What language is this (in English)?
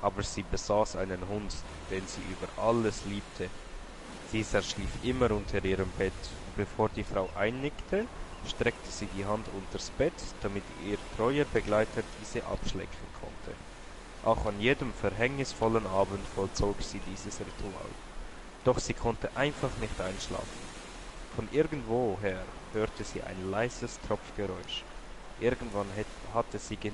Swiss German